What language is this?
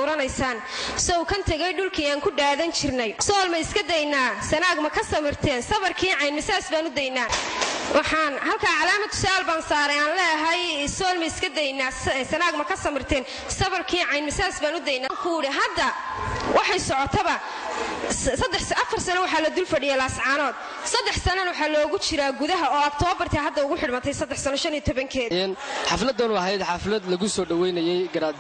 Somali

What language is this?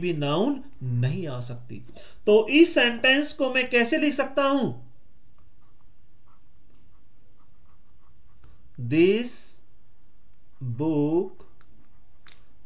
Hindi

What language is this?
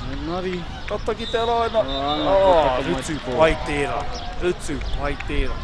Māori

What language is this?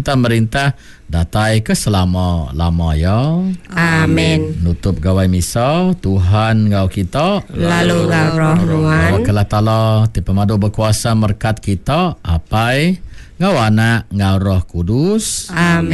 Iban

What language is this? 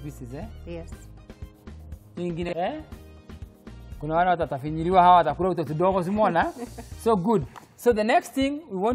Swahili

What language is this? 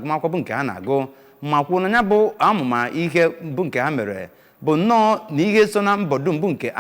Igbo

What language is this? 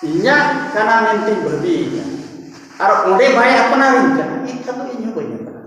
Santali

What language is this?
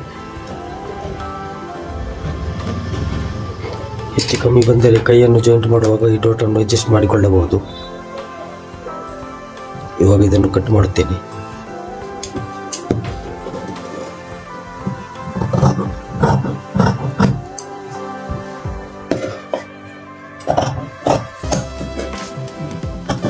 Kannada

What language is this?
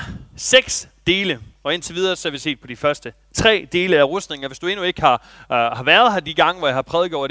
Danish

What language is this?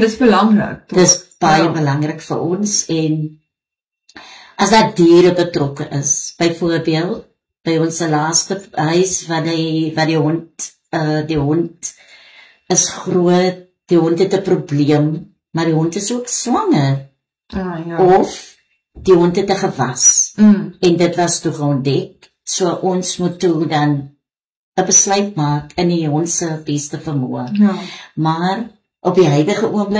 Afrikaans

